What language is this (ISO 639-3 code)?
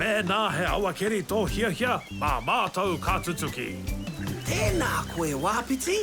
mri